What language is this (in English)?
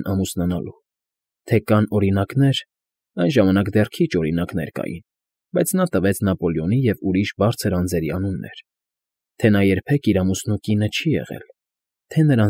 Armenian